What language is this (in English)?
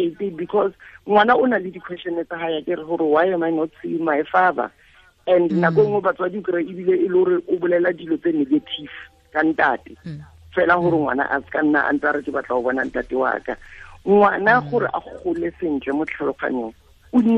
Tswana